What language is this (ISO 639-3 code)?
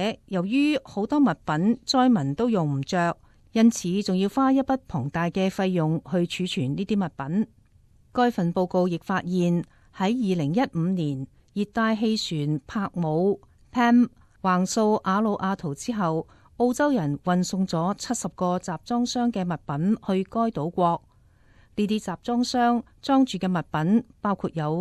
yue